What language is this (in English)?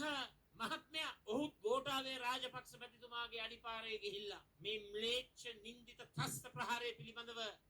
Sinhala